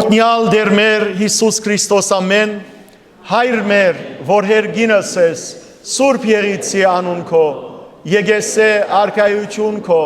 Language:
Western Armenian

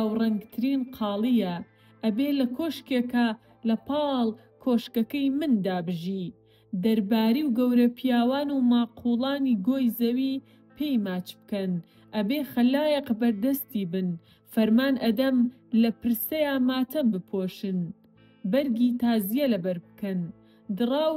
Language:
Central Kurdish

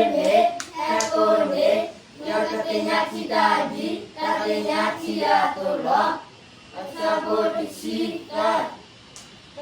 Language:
S'gaw Karen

